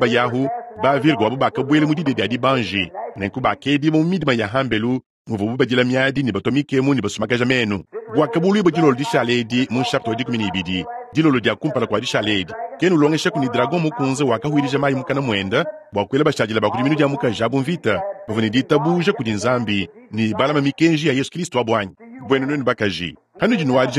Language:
Luba-Lulua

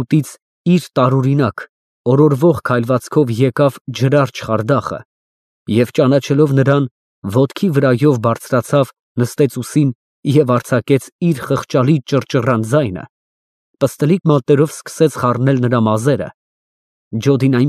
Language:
Armenian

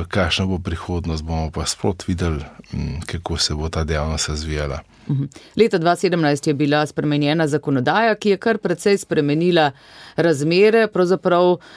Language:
Slovenian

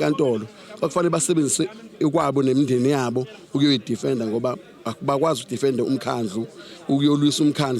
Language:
Zulu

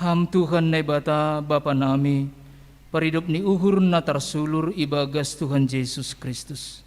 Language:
Batak Simalungun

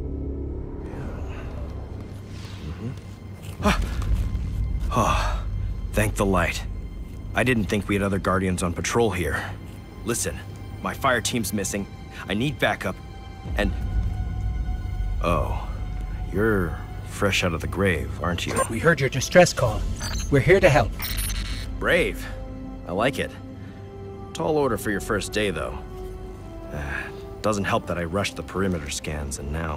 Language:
English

